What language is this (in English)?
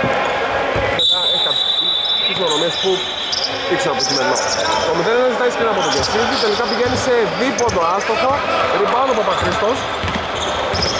Greek